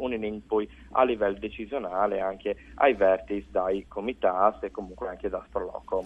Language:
Friulian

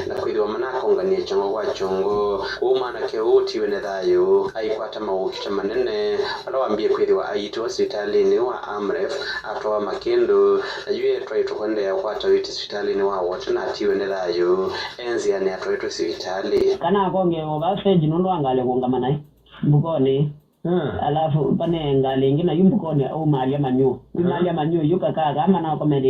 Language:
Kamba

